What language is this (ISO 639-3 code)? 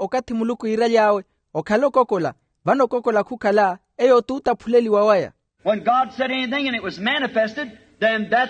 vmw